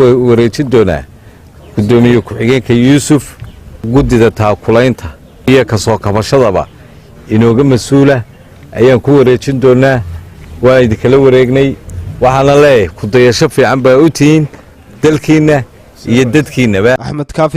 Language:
Somali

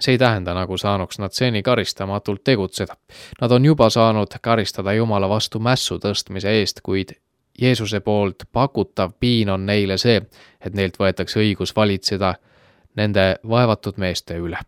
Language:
Estonian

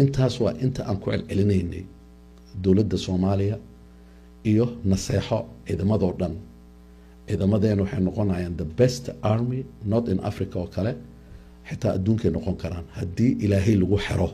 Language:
Somali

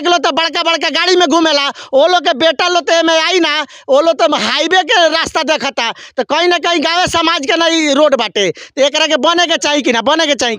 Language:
Bhojpuri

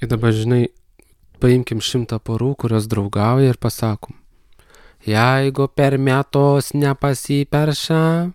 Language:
Lithuanian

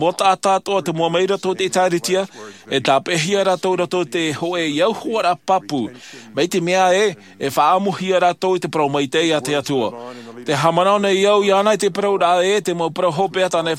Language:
Tahitian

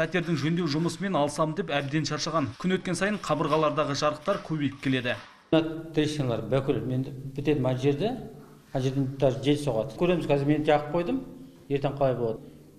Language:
Kazakh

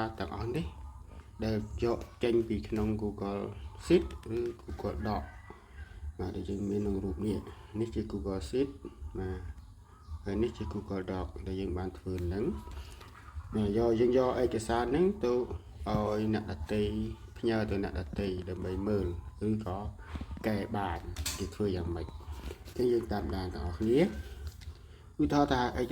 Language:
Khmer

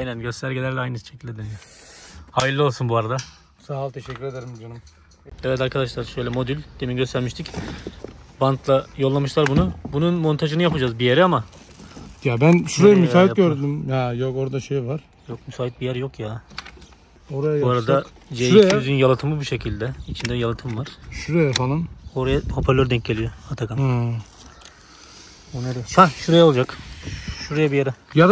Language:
Turkish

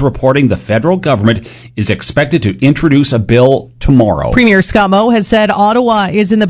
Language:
English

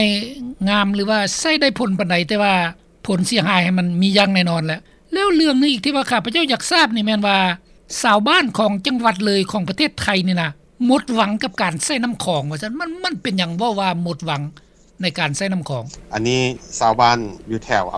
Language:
Lao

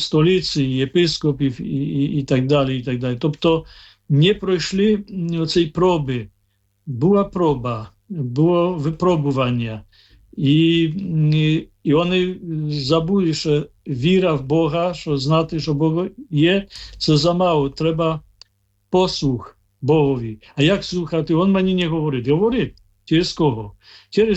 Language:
Ukrainian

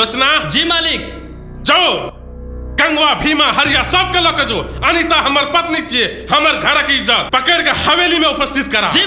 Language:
Maithili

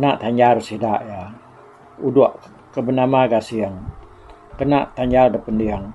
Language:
Iban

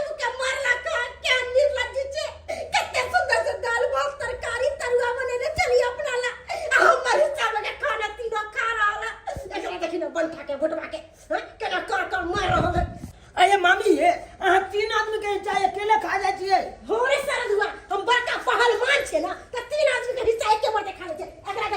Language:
Maithili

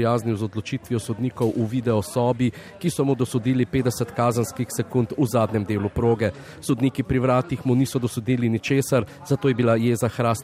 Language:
Slovenian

